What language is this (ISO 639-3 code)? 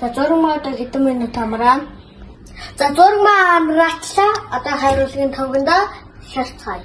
mon